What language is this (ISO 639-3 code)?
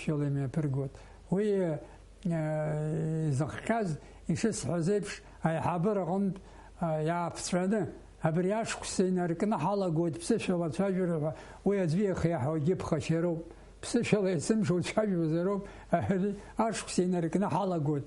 abk